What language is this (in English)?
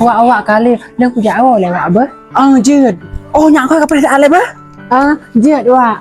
Achinese